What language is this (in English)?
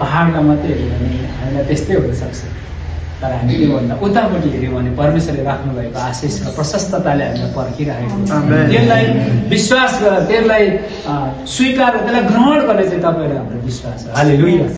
Nepali